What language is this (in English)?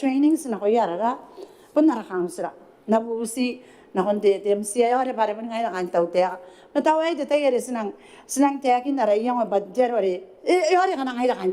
Gilbertese